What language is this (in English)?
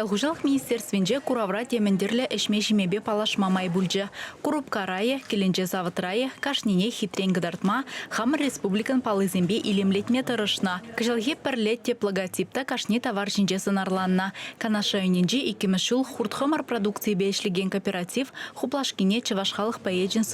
Chuvash